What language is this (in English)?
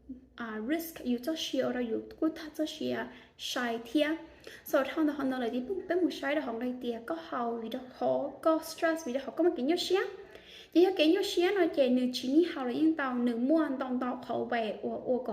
Hmong